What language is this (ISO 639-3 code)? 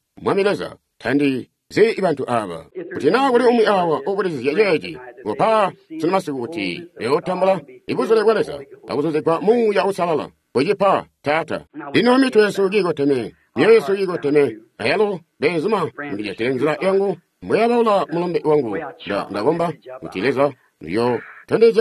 toi